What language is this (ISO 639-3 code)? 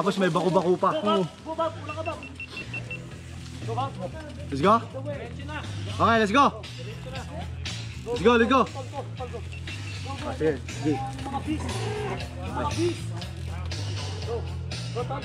fil